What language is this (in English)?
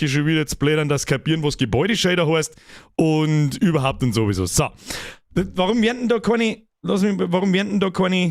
Bavarian